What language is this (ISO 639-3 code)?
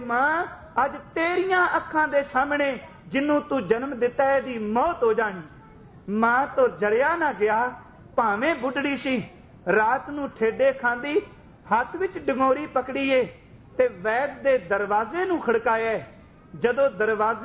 pan